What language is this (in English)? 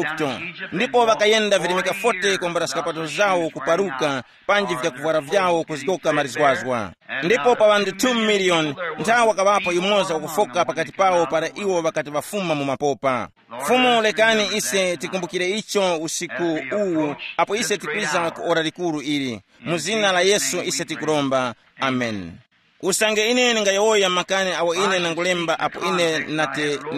Tumbuka